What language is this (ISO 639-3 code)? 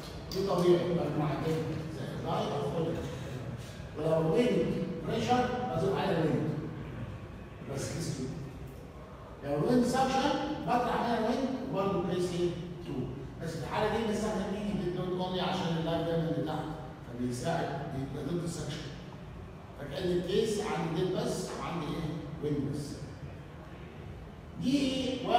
arz